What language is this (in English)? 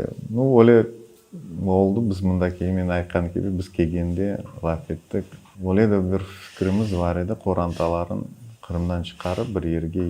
Crimean Tatar